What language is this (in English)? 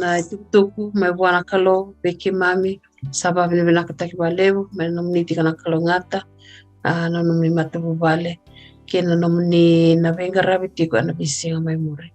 Fijian